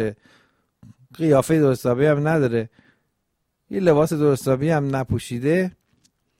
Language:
Persian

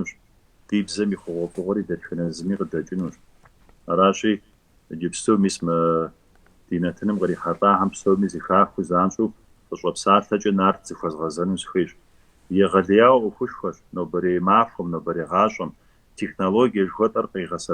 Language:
Kabardian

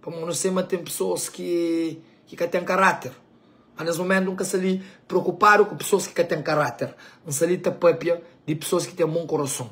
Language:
Kabuverdianu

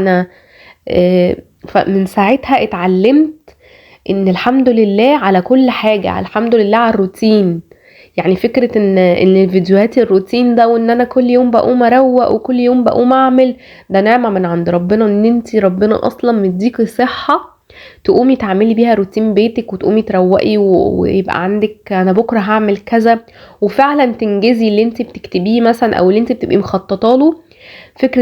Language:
Egyptian Arabic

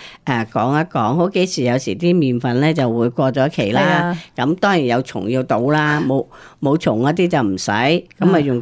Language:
Cantonese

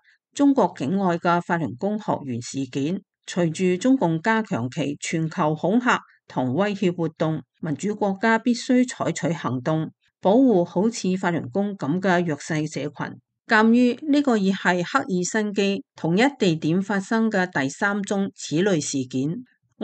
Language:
Cantonese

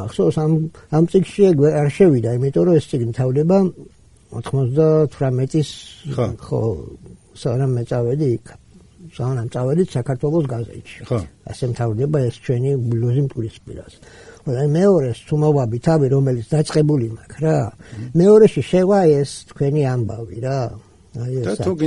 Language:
Georgian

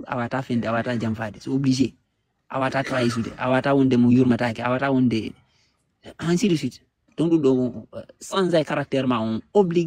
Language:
Fula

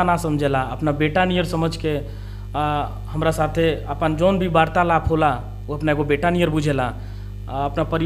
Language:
Bhojpuri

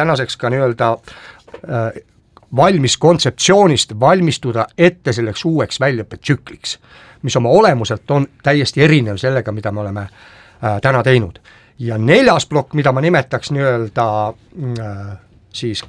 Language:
Estonian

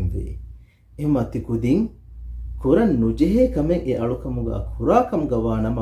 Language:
Divehi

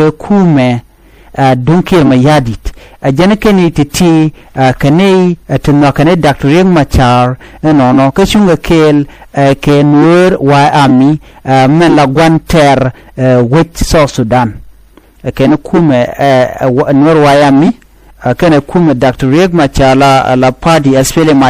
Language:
Nuer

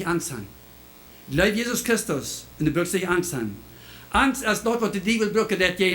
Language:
Plautdietsch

